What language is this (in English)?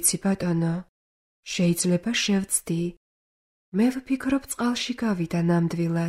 Georgian